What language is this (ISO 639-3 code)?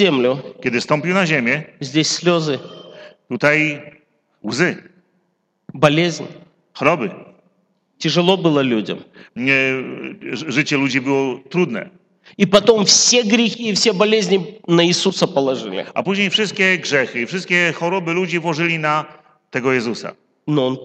pol